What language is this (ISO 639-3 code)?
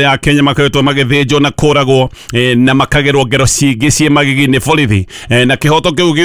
kik